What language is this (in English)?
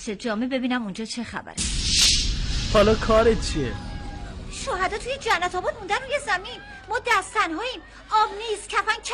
Persian